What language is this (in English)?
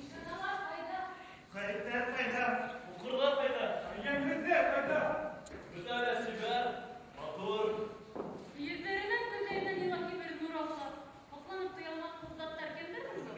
Bashkir